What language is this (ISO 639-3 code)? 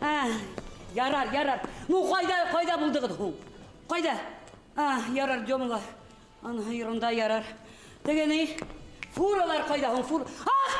bak